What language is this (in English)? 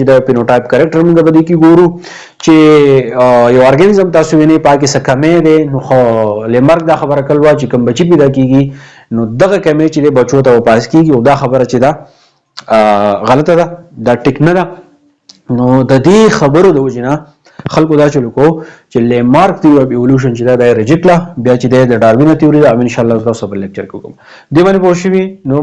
Pashto